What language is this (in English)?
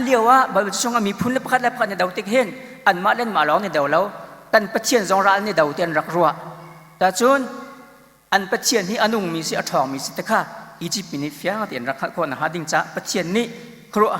Hakha Chin